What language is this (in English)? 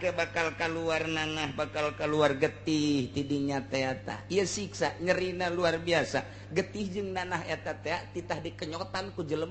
Sundanese